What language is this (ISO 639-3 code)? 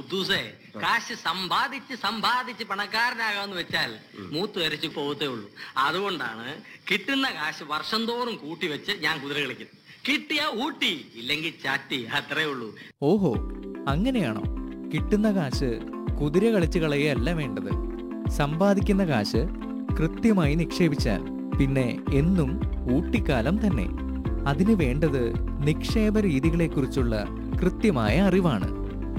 mal